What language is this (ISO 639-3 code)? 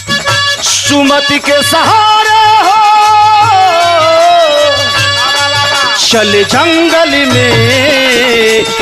bho